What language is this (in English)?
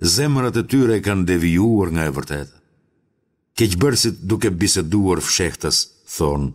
Albanian